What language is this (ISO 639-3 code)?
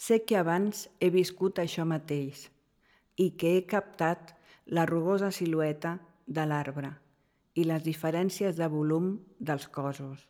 cat